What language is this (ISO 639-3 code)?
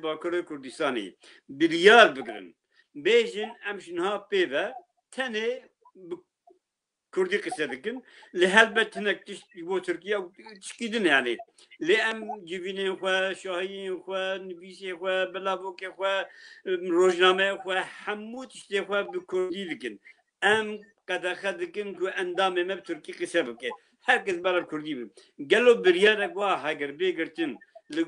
kur